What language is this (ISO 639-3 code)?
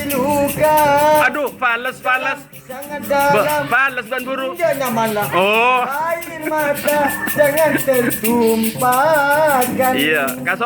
mad